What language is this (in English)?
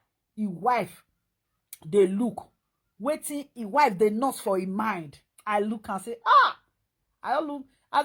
Nigerian Pidgin